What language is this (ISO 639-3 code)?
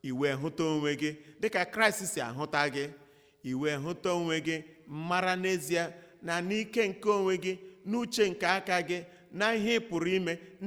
ibo